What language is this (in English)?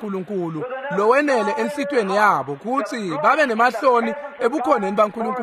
Swati